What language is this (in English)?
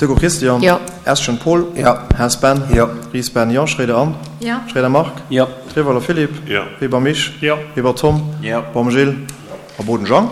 Luxembourgish